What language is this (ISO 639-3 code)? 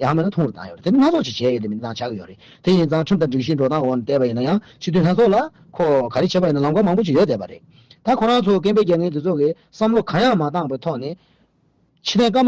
bod